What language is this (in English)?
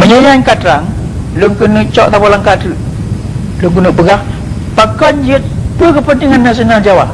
Achinese